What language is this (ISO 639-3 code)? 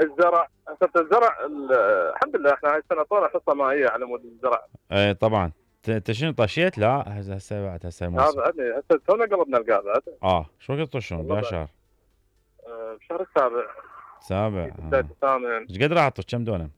acm